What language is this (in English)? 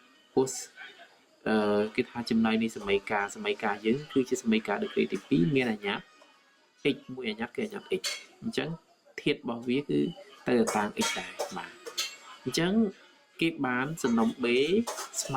Khmer